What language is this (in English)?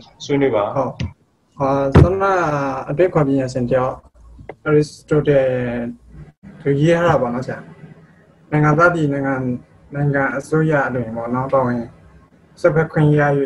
Burmese